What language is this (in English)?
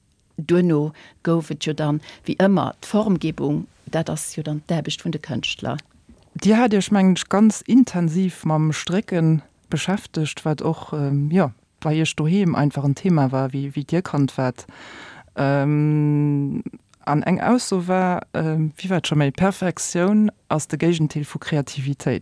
Luxembourgish